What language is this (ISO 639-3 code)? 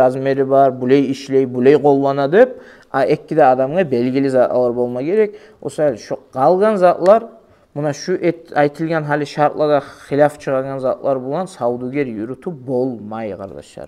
kum